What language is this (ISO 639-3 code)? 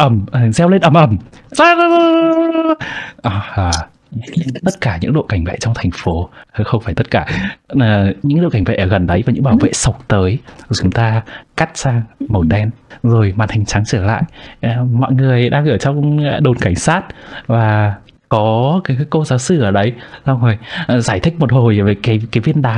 vie